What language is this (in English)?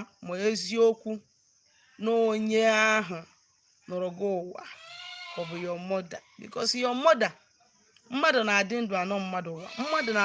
Igbo